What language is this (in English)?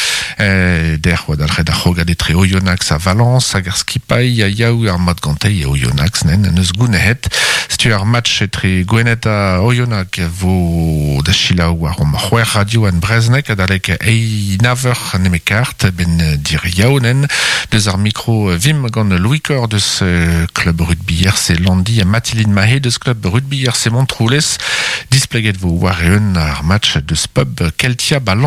Breton